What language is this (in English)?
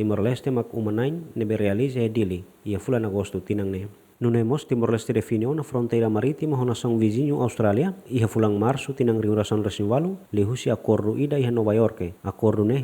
Tetum